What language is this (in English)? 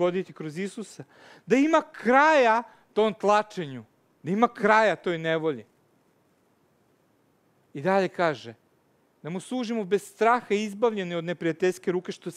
Serbian